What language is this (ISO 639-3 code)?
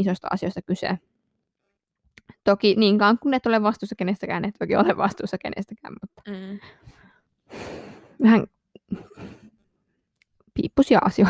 fin